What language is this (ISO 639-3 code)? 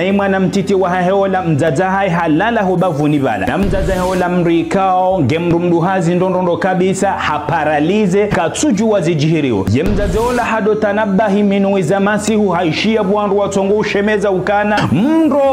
zdj